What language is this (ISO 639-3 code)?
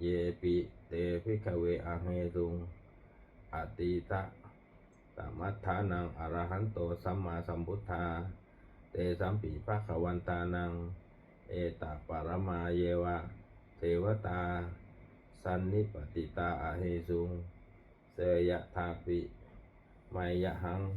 pli